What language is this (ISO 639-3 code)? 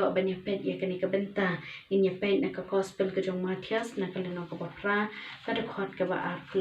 kha